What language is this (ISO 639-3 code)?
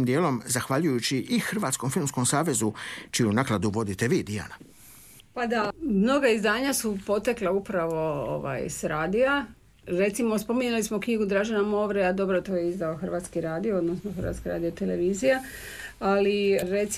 hrv